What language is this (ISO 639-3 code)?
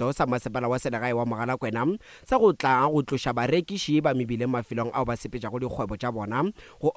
nso